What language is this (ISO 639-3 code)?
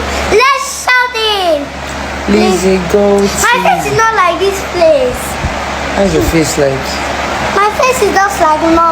pcm